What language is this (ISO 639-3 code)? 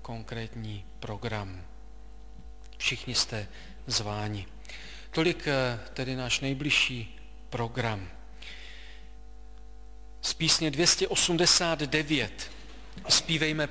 ces